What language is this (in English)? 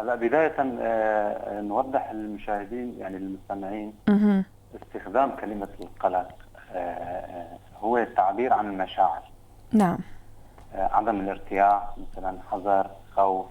North Levantine Arabic